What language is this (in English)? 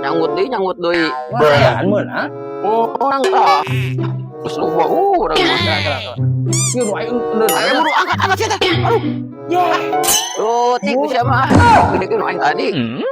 Sundanese